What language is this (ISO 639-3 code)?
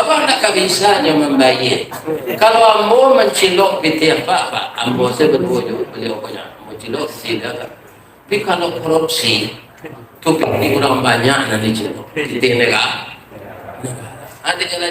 min